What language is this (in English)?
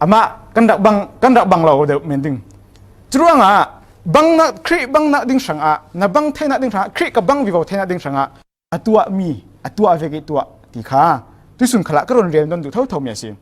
Falam Chin